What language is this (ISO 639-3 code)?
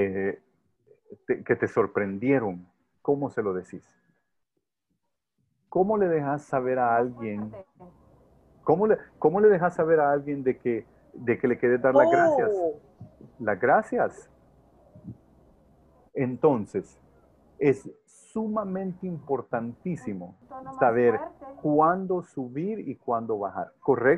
spa